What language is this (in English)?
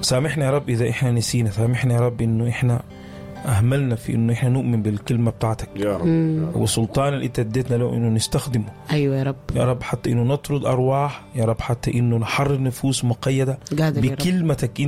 Sudanese Arabic